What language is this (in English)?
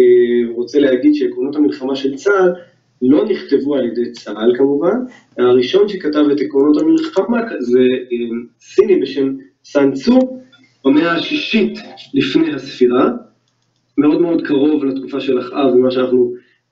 Hebrew